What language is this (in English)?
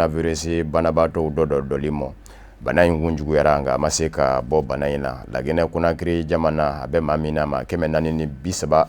Bambara